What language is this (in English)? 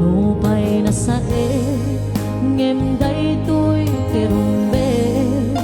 Iloko